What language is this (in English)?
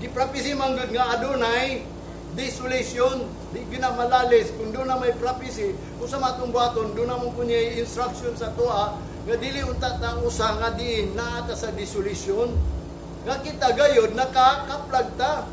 Cebuano